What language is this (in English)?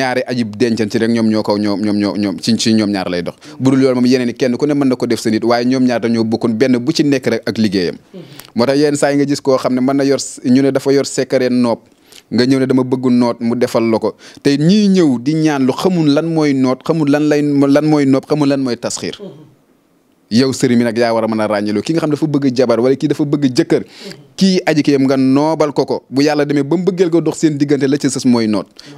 Wolof